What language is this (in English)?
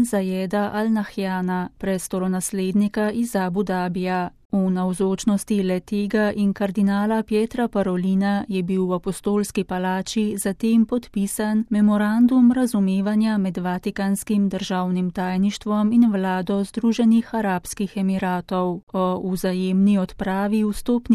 Slovenian